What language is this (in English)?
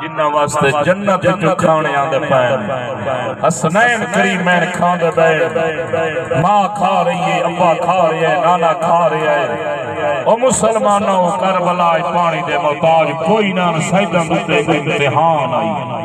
Saraiki